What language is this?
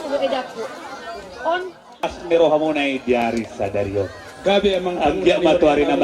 Batak Toba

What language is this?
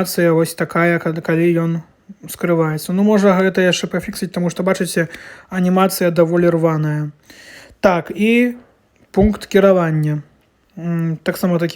Belarusian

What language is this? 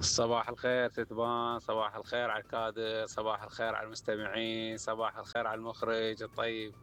Mesopotamian Arabic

